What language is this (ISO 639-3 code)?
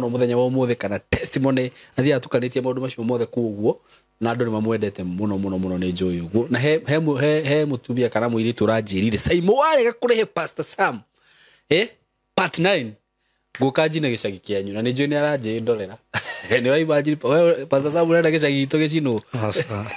kik